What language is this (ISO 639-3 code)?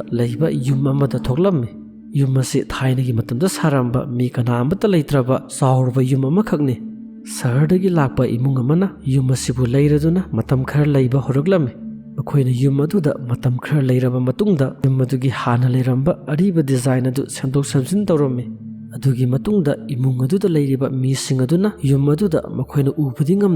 mni